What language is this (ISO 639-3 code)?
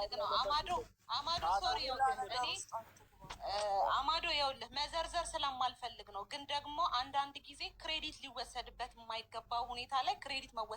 amh